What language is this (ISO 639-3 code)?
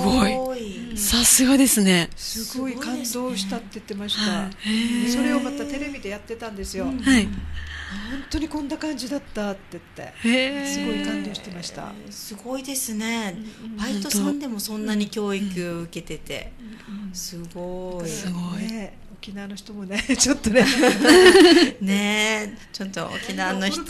jpn